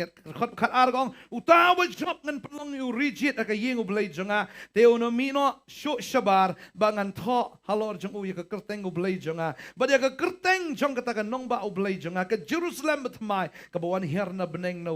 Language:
Khasi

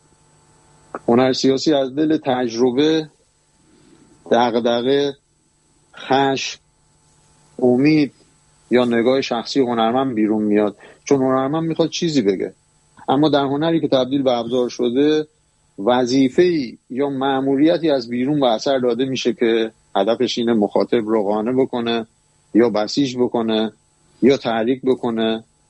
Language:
Persian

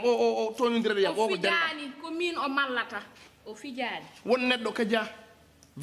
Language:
Fula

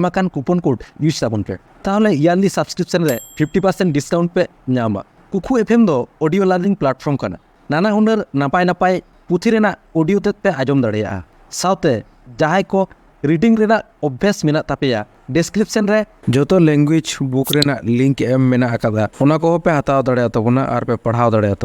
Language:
Santali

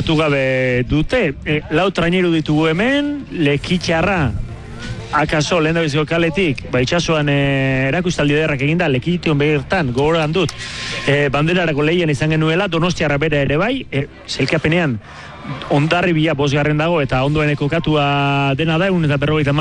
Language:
Basque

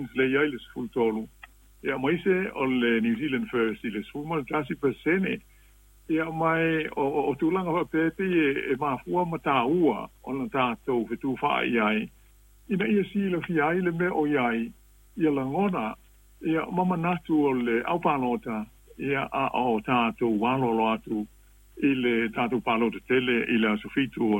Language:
Samoan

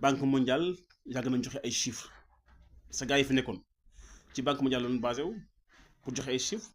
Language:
Wolof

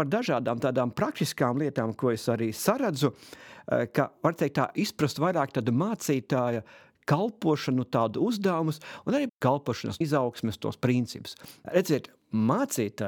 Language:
Latvian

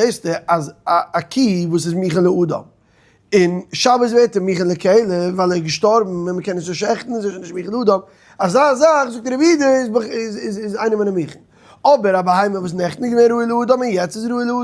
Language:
Yiddish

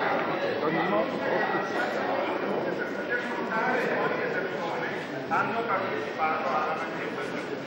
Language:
Italian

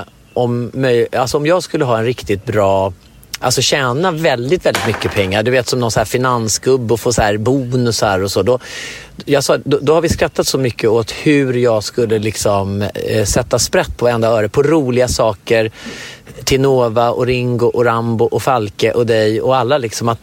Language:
Swedish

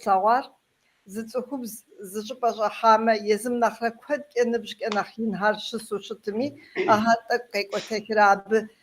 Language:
Kabardian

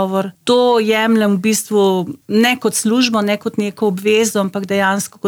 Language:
Slovenian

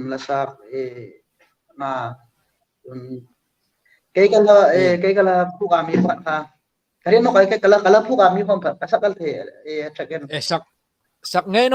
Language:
Hmar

